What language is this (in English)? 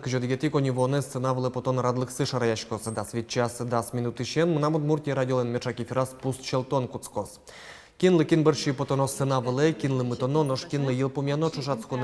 Udmurt